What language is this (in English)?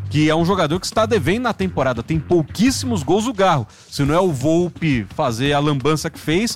Portuguese